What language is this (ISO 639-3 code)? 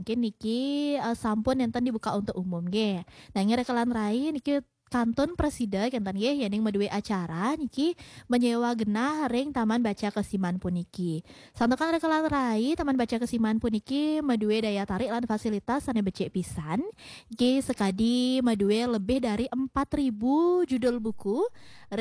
ban